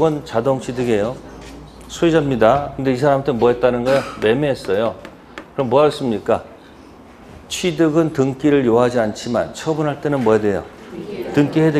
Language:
Korean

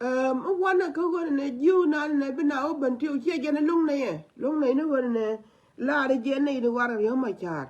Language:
Nuer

